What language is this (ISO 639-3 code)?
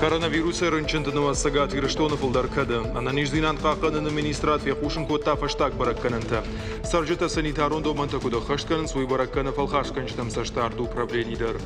oss